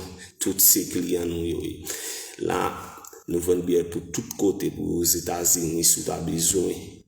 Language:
Haitian Creole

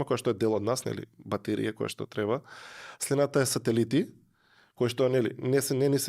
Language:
Macedonian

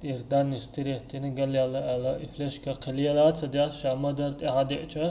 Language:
Chechen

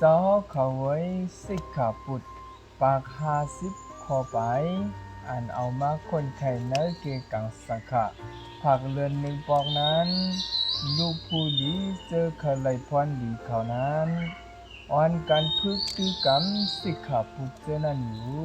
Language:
Shan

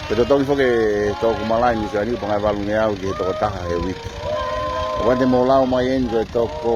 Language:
Tongan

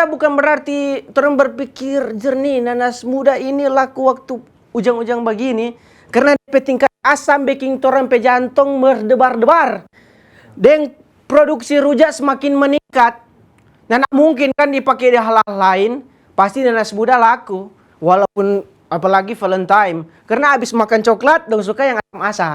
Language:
Manado Malay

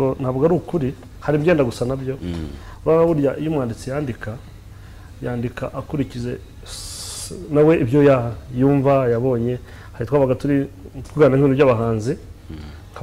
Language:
Kinyarwanda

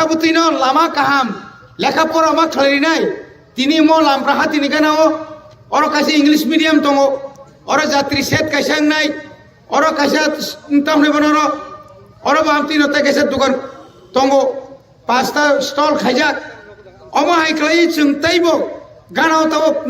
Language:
Kok Borok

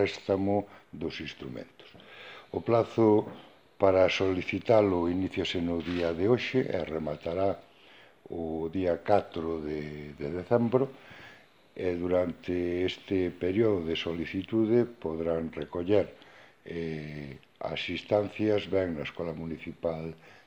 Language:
Galician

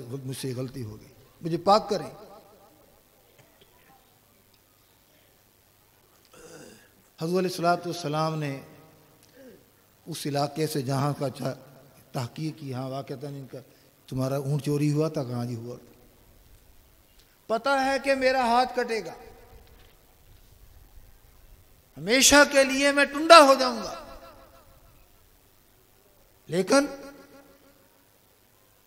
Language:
Urdu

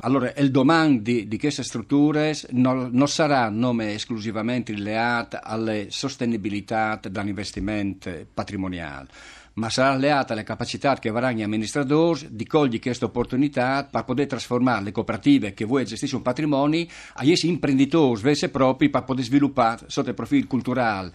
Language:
Friulian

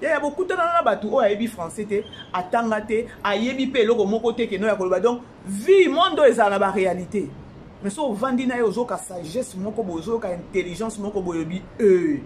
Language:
Lingala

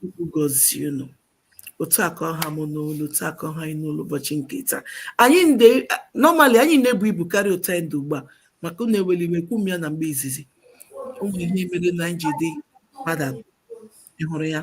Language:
Igbo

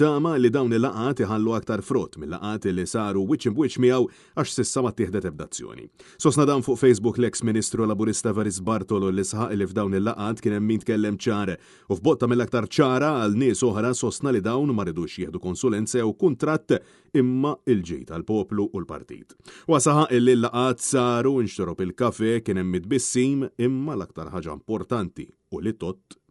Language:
Maltese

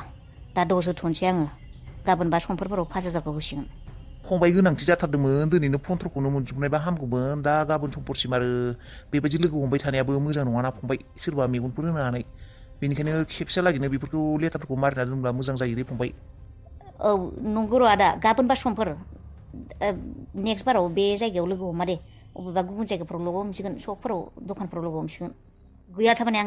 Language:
Bodo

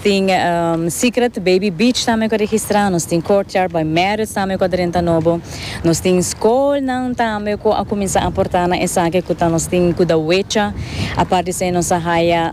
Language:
Papiamento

